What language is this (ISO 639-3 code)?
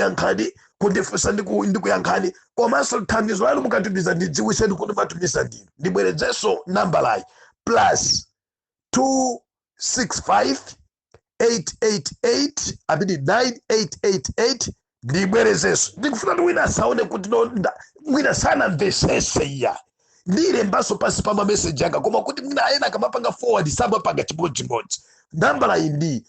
nya